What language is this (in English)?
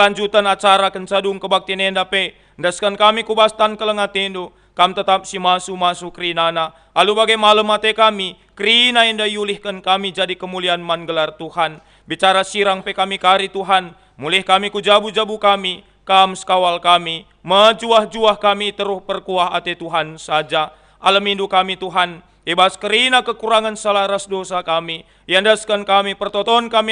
Batak Karo